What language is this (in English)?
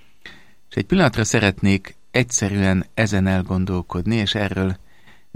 Hungarian